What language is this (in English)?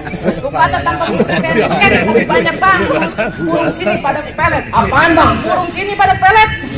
Betawi